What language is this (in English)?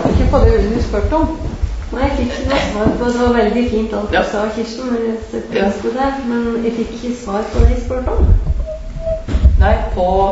Norwegian